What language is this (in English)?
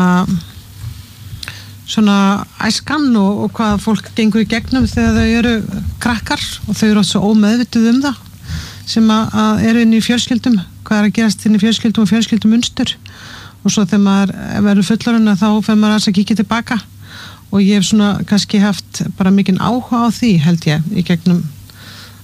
Icelandic